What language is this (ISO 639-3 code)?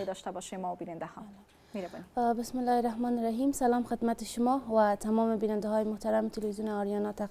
fas